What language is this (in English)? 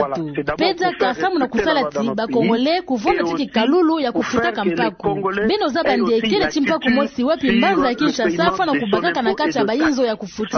Kituba (Democratic Republic of Congo)